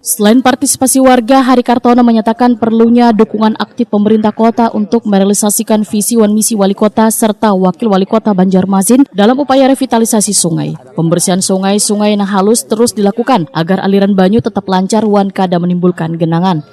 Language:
Banjar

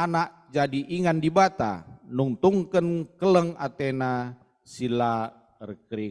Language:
Batak Karo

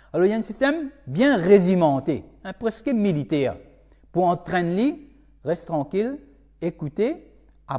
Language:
Morisyen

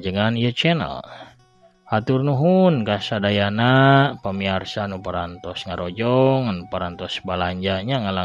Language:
Sundanese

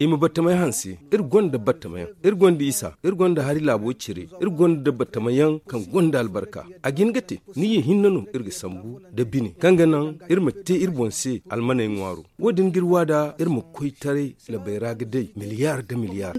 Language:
Zarma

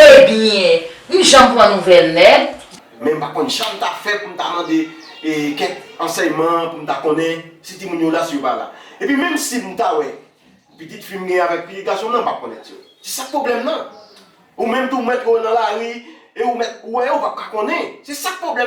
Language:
Haitian Creole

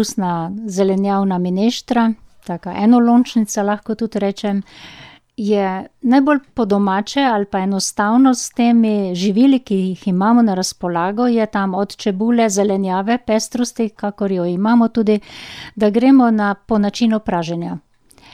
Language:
Slovenian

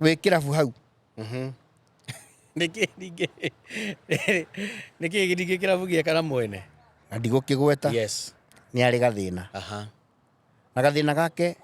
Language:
Kikuyu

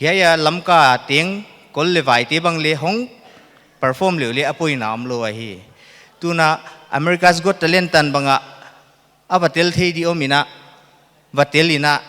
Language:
Paite Chin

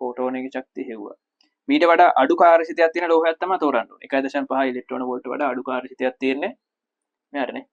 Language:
Sinhala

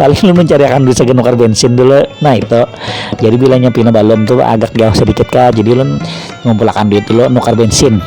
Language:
Banjar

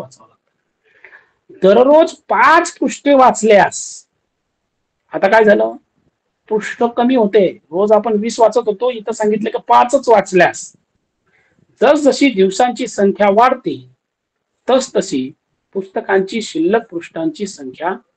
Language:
Marathi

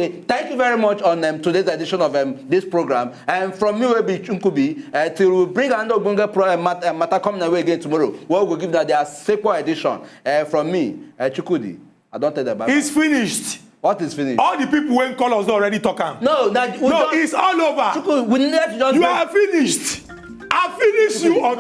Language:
Nigerian Pidgin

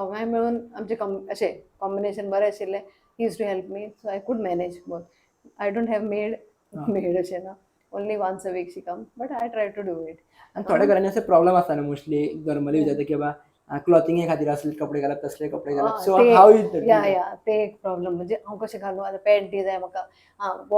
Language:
Konkani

